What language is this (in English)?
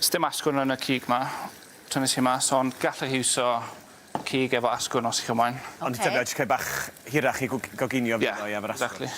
Welsh